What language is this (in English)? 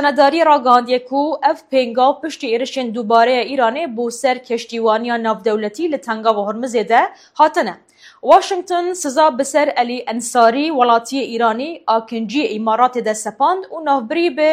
Kurdish